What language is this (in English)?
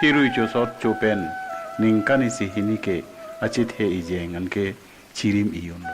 Karbi